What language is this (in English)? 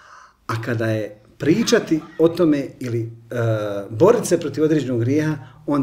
Bosnian